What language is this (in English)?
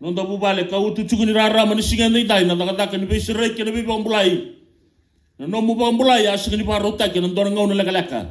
Fijian